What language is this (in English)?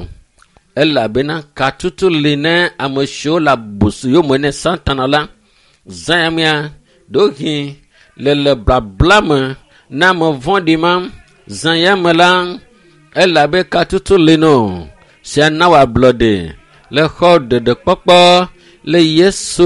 Ewe